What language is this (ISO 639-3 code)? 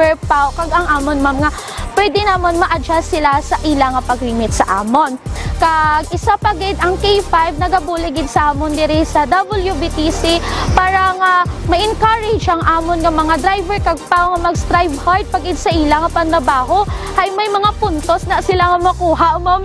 hil